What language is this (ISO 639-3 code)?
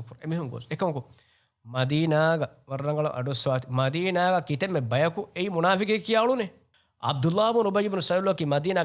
div